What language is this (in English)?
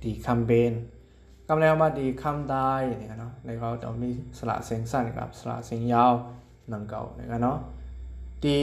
Shan